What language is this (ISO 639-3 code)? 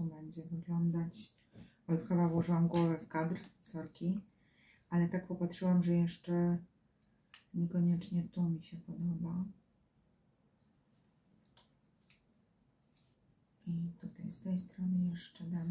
pol